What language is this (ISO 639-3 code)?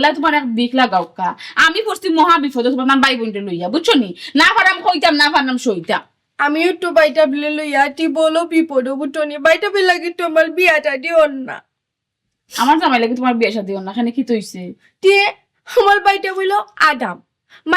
syl